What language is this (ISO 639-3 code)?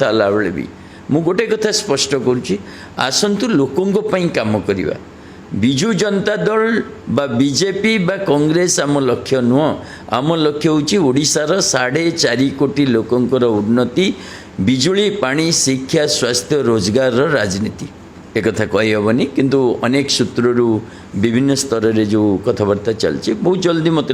ori